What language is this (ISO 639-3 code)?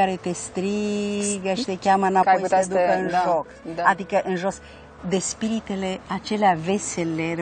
ron